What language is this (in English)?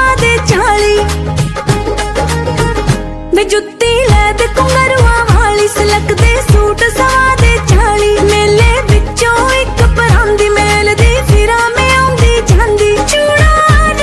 Punjabi